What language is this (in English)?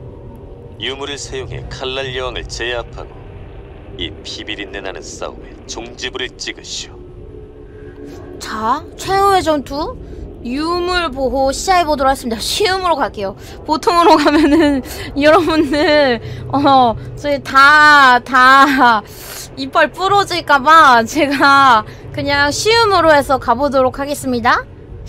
Korean